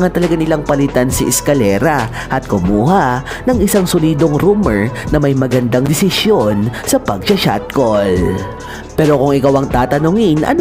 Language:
Filipino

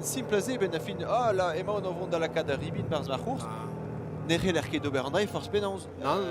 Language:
Breton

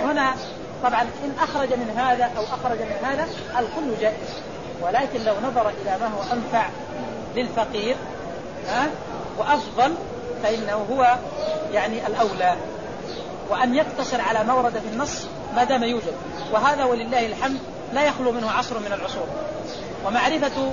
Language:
Arabic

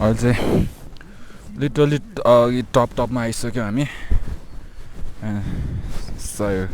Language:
Nepali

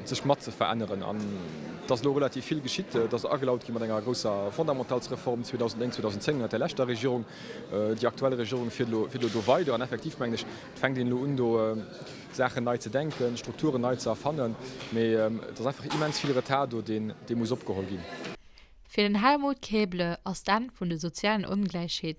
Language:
Luxembourgish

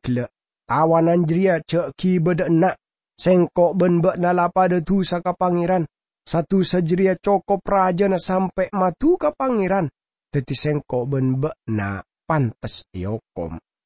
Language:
Madurese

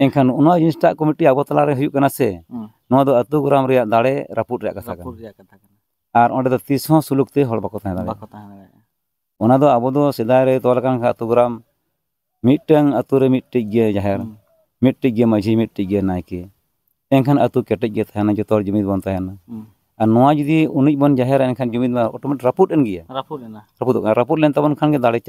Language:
Santali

